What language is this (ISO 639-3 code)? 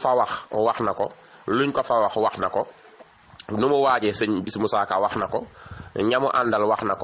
wol